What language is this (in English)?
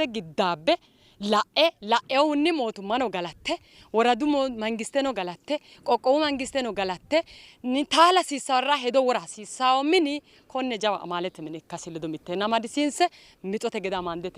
Sidamo